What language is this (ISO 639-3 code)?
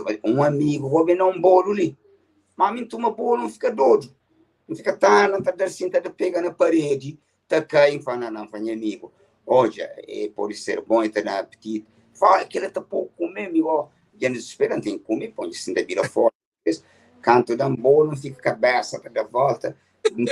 kea